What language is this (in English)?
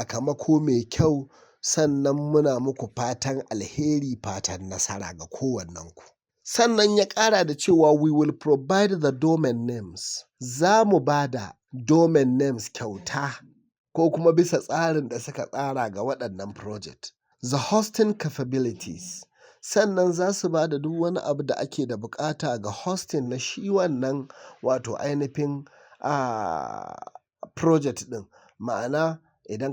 Hausa